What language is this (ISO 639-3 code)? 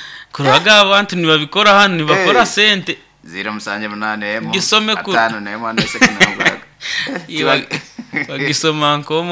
nyo